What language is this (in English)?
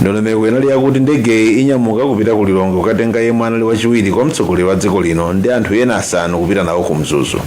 Nyanja